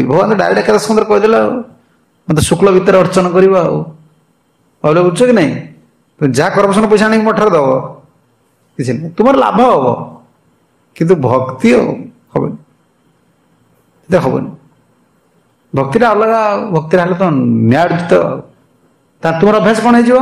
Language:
Odia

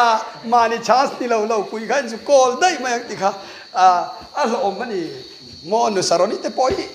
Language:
Mizo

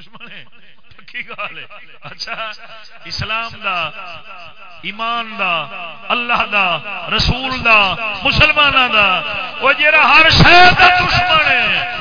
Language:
Saraiki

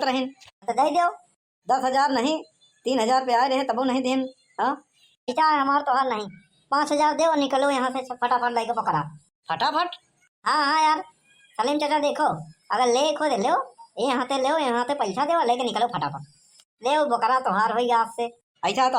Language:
Awadhi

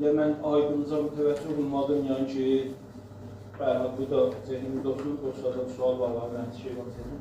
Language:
South Azerbaijani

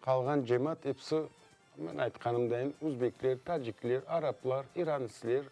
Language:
Crimean Tatar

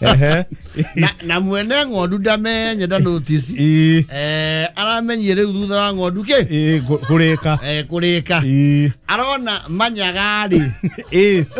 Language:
Kikuyu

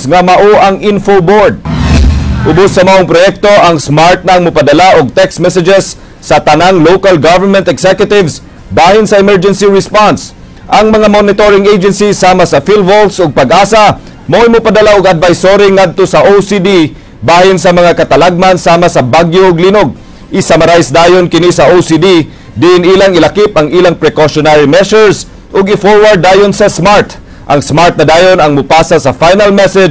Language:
Cebuano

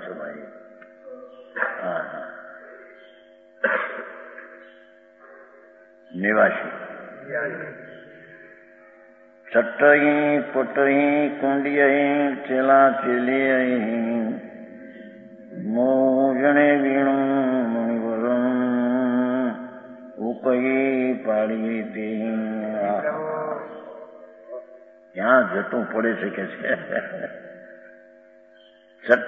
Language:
Gujarati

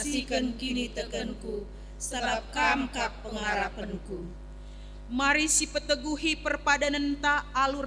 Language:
Batak Karo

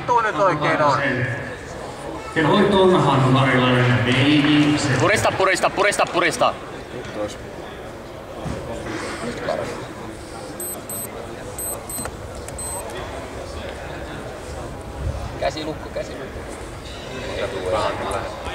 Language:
Finnish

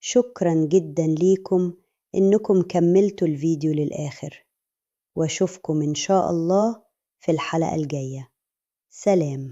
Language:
Egyptian Arabic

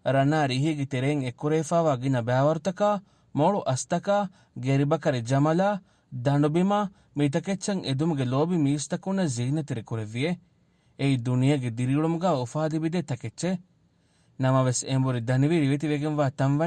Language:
Divehi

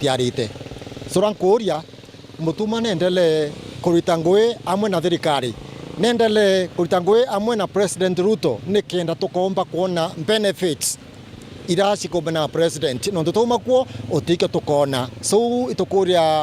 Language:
Meru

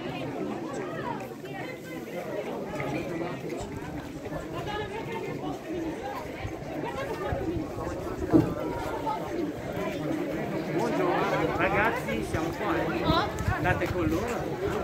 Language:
Italian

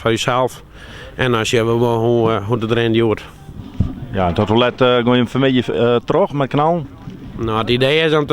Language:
Western Frisian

